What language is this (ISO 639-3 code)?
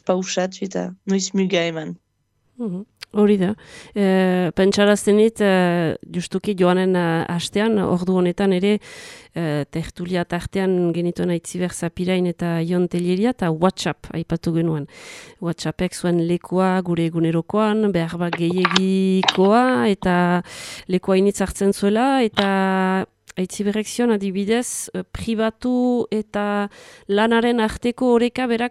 eus